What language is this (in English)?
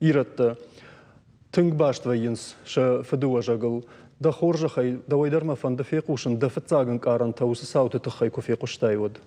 Ossetic